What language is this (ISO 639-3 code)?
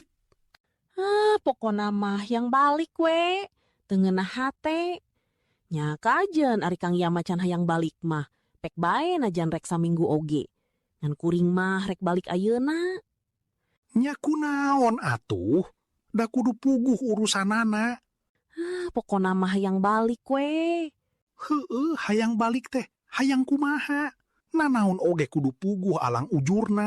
sun